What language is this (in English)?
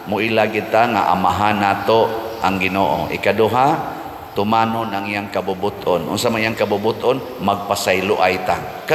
Cebuano